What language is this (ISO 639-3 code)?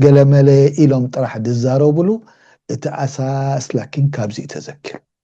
tir